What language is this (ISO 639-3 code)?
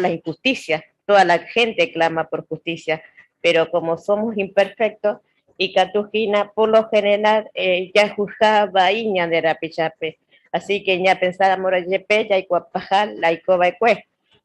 grn